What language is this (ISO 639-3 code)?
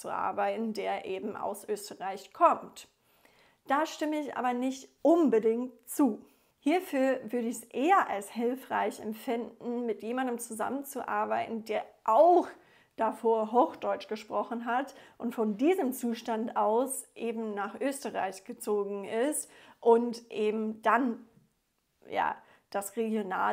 deu